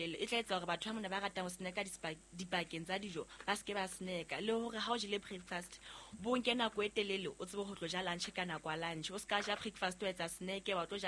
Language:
Southern Sotho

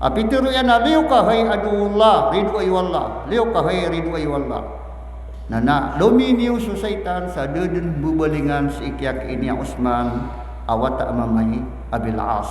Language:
Maranao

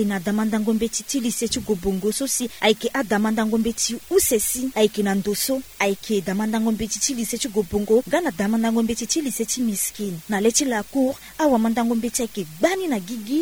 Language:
Sango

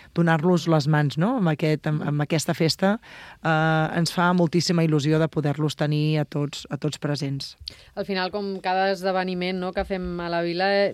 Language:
Catalan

